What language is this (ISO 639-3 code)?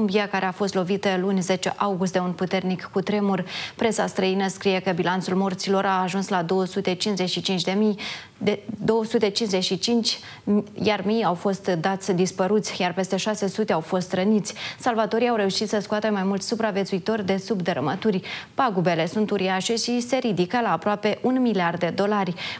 ron